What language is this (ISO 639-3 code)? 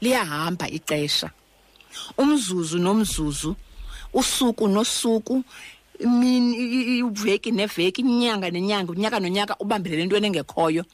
xho